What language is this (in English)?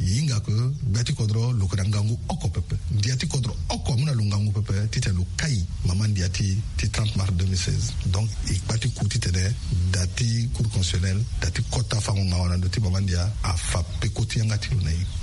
Sango